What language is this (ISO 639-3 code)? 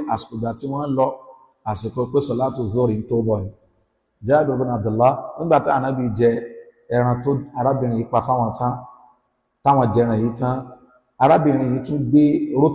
yor